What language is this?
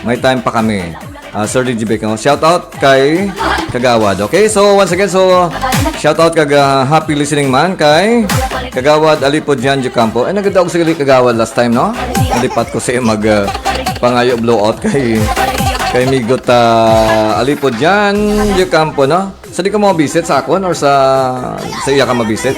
Hiligaynon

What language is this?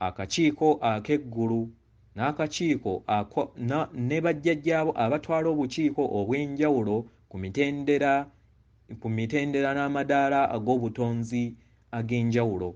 Ganda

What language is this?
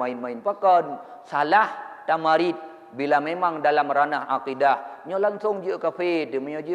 Achinese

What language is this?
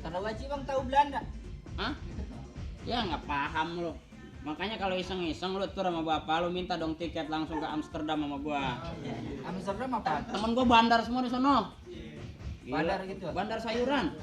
Betawi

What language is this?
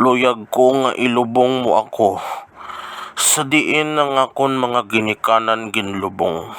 Hiligaynon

